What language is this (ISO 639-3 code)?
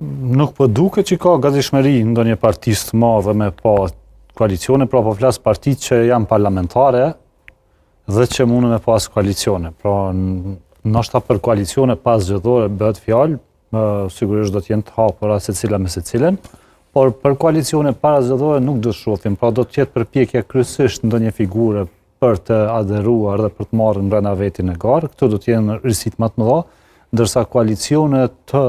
sqi